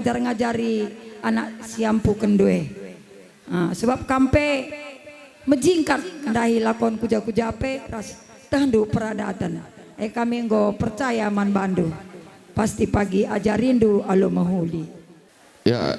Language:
Batak Karo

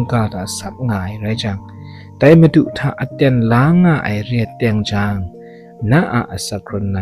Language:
Kachin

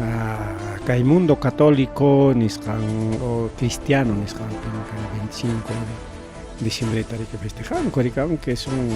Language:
Ayacucho Quechua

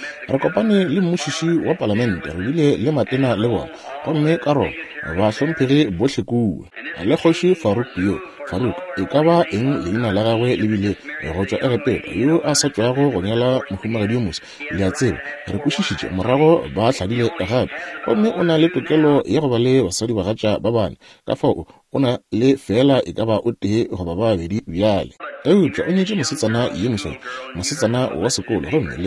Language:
Northern Sotho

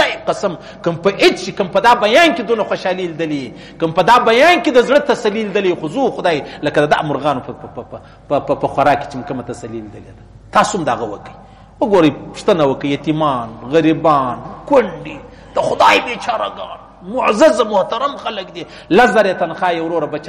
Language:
Pashto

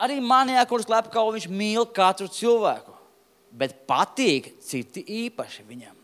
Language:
Latvian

